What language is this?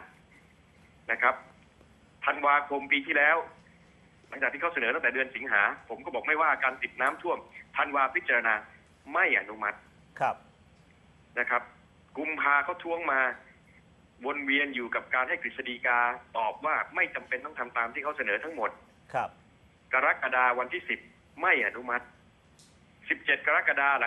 Thai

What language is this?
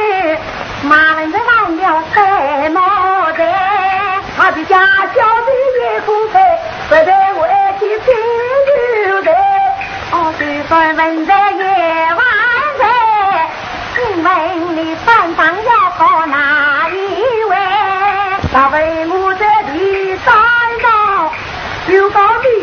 Chinese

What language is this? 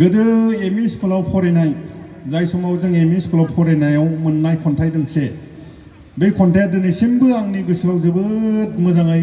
Bodo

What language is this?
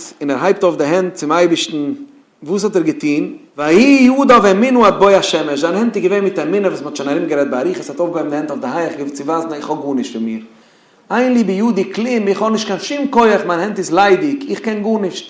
Yiddish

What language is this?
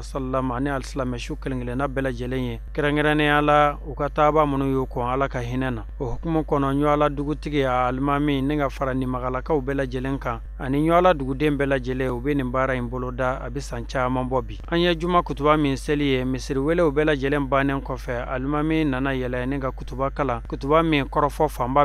Bambara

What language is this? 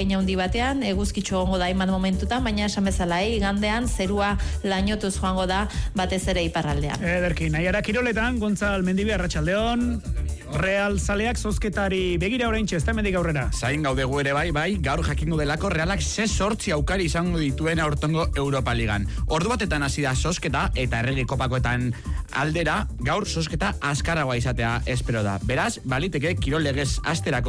Basque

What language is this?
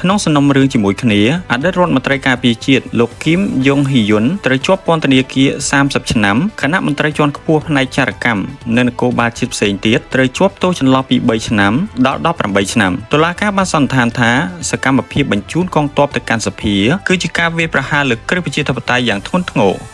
Khmer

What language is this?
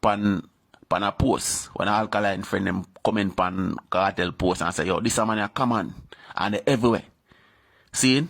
Jamaican Creole English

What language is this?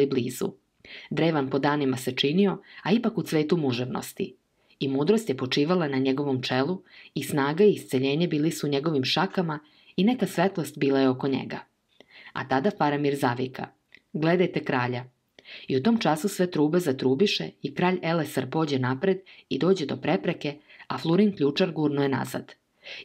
Serbian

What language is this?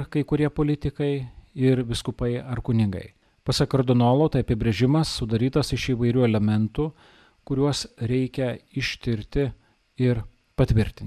Lithuanian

